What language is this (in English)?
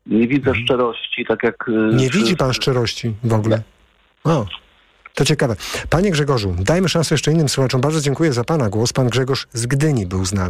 Polish